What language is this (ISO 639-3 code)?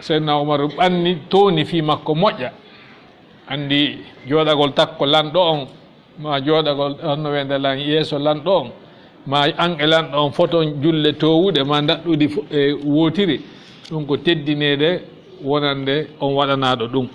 ful